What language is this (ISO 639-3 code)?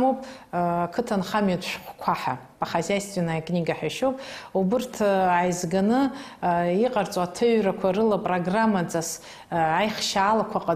abk